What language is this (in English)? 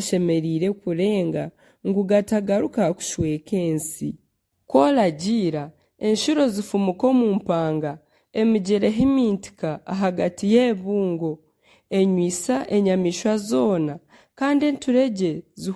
Nyankole